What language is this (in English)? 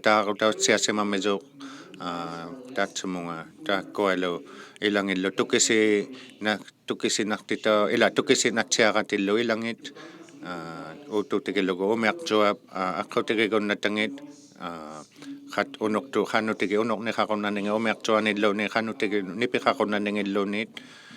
Inuktitut